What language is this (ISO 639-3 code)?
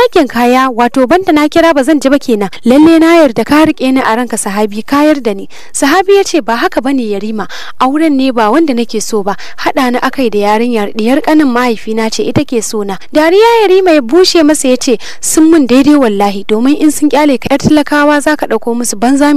hau